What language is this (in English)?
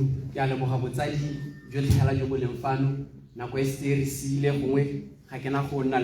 Tswana